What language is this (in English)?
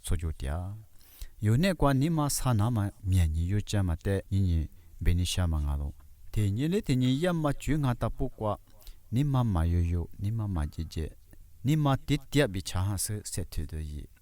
Lisu